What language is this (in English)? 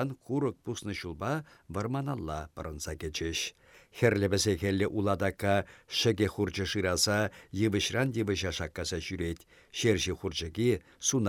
Chuvash